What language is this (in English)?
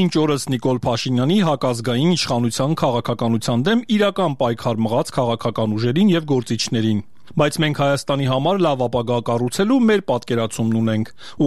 Armenian